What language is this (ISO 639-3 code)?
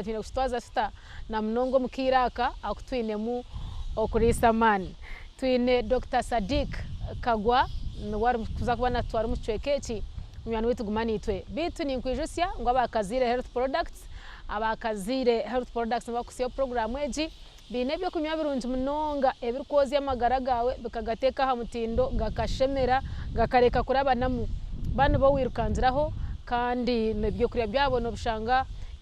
nyn